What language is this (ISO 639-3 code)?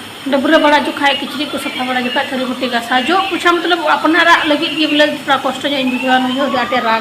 sat